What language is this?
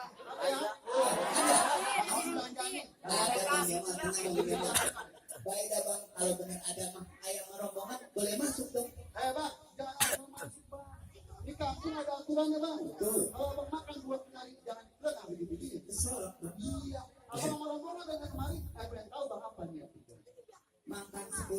Betawi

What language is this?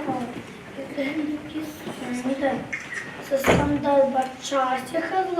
Bashkir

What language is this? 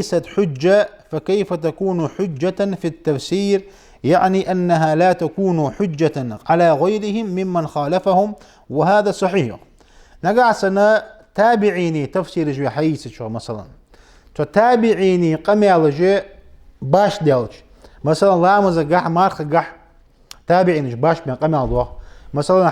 Ingush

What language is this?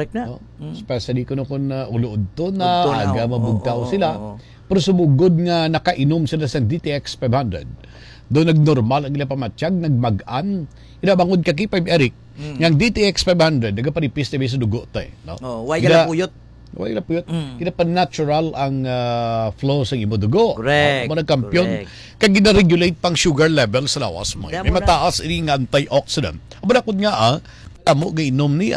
Hiligaynon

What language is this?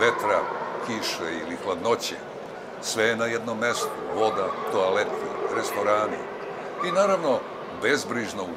Serbian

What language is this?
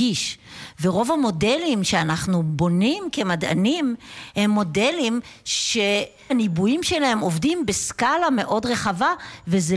Hebrew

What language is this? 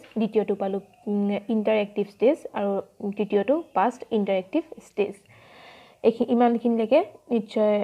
Assamese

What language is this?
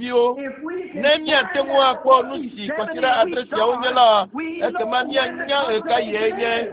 Ewe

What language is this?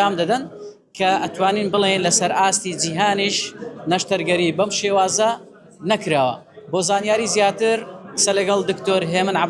Central Kurdish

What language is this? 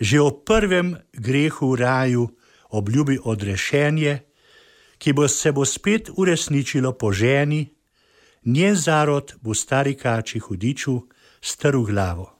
Slovenian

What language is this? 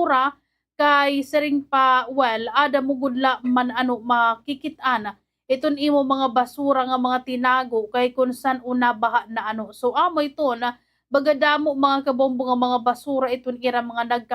Waray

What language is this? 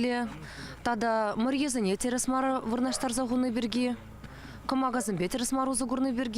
Chuvash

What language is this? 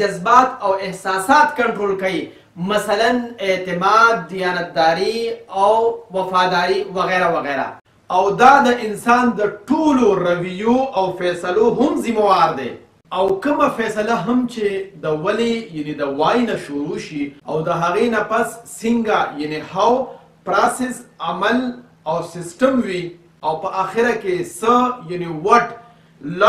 Pashto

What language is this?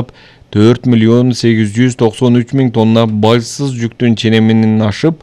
Kyrgyz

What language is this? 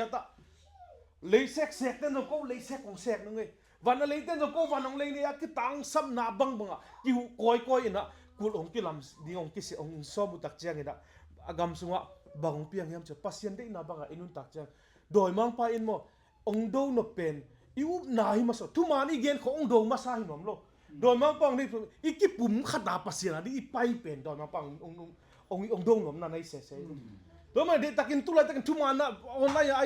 Tedim Chin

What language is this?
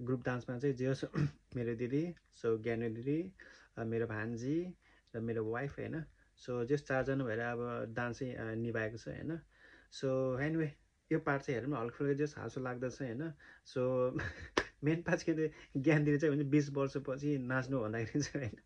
Nepali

